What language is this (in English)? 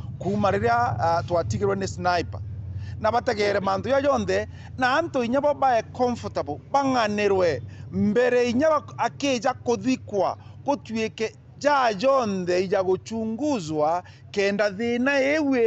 Meru